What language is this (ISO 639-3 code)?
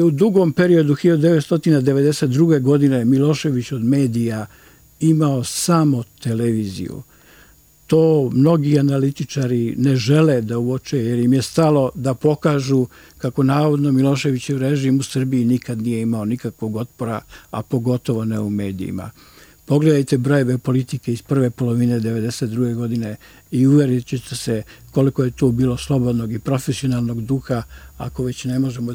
srp